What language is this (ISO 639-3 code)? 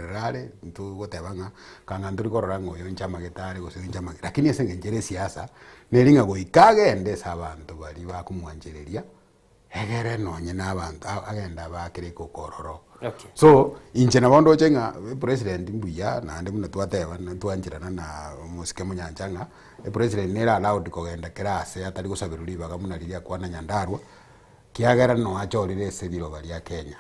guz